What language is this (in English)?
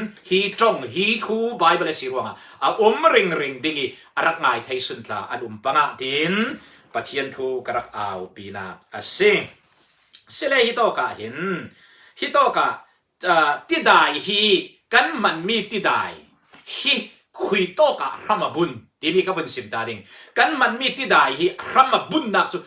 Falam Chin